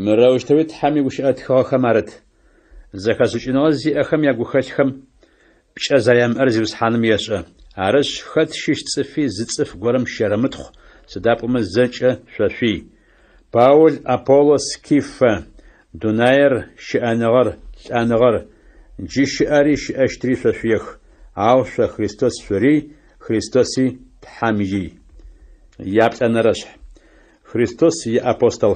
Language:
Adyghe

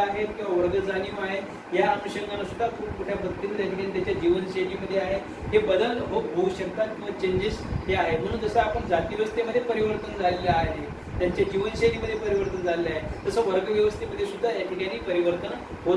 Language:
Marathi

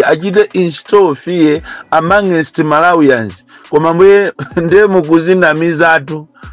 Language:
Nyanja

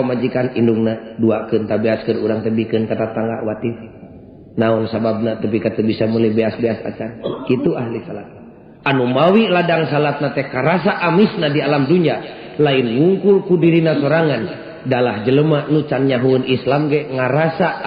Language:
Sundanese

